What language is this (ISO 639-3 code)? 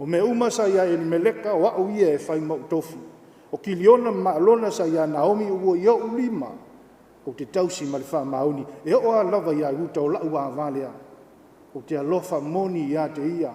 smo